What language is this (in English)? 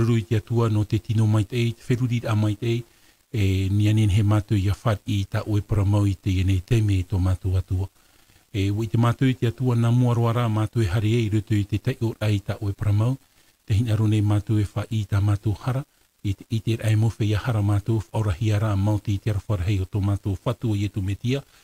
Tahitian